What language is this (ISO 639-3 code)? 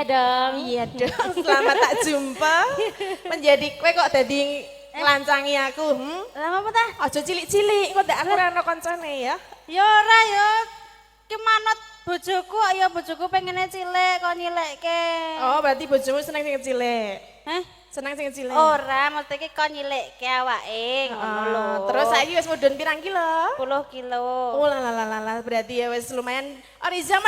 jav